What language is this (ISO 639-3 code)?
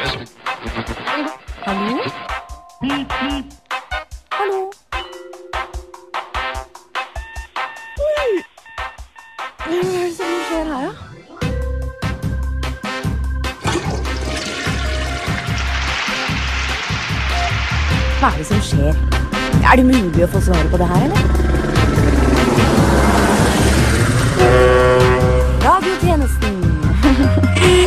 nor